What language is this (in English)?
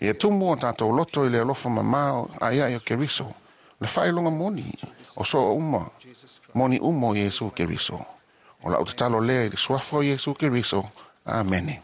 Samoan